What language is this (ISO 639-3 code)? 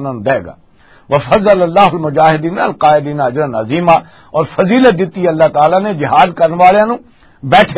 lah